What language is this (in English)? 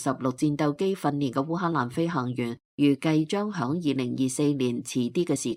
Cantonese